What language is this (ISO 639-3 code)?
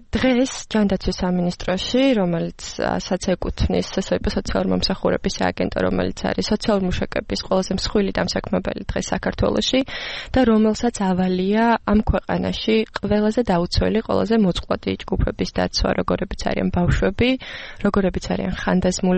kat